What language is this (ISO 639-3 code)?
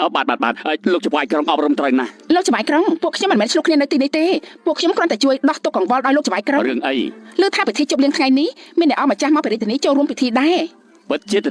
khm